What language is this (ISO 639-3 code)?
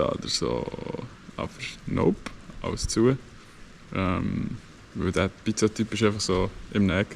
gsw